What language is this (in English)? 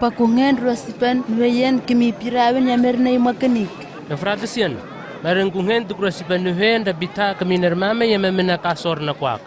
Southwest Tanna